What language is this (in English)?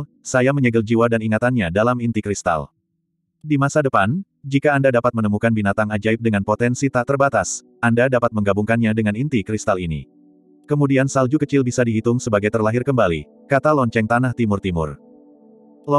Indonesian